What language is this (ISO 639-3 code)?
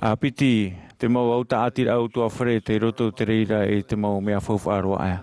tah